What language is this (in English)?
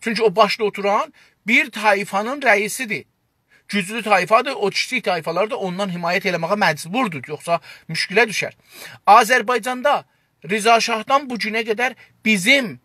South Azerbaijani